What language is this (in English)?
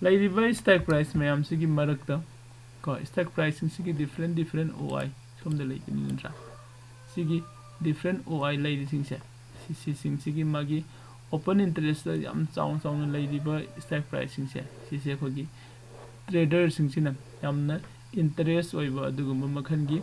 Manipuri